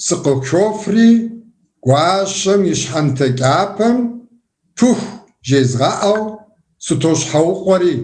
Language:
Kabardian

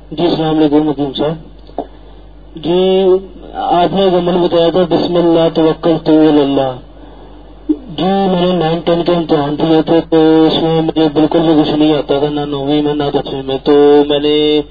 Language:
Urdu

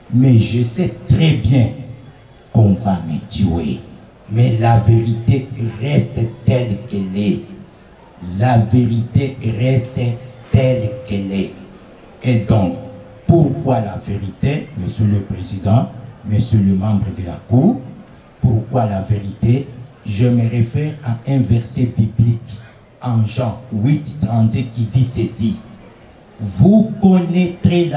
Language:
French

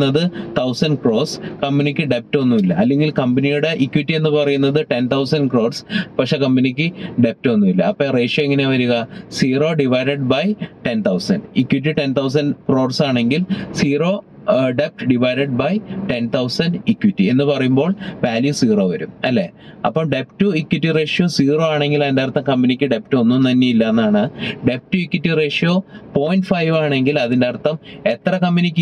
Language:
Malayalam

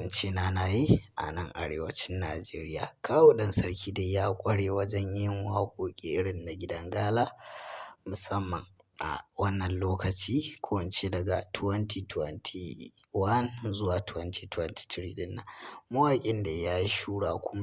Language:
Hausa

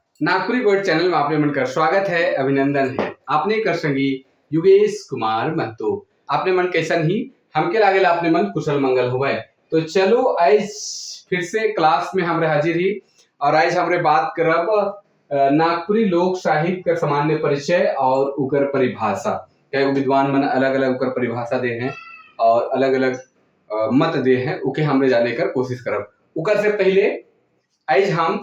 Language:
Sadri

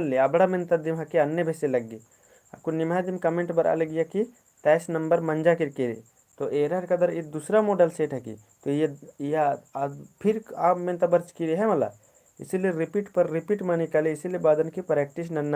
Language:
Kurukh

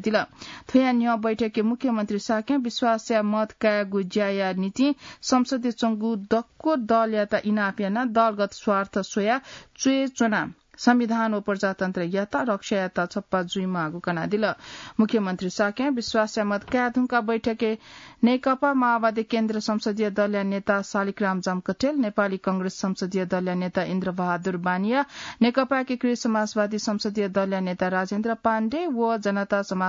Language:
Newari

